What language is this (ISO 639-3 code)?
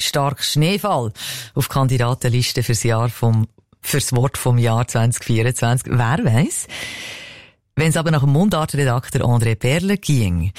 deu